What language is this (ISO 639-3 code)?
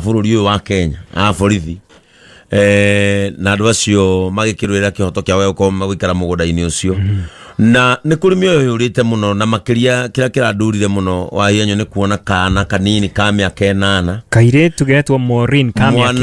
kik